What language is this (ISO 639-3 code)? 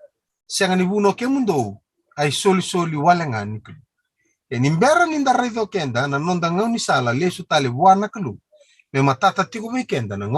fij